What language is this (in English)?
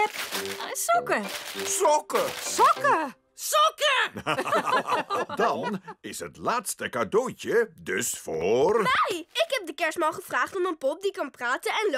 Dutch